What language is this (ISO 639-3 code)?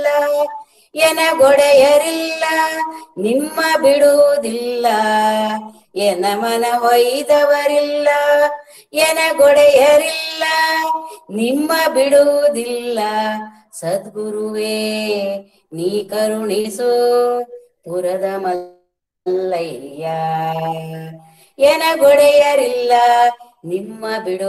kan